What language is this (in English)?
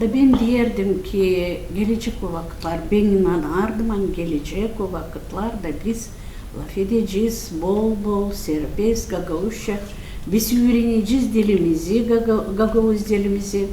Gagauz